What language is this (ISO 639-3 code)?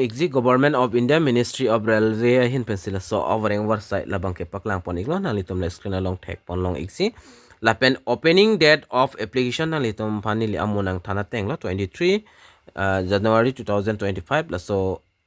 mjw